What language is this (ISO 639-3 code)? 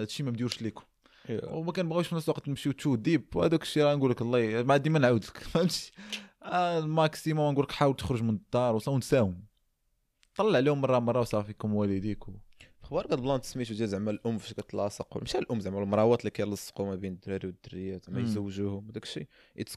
ary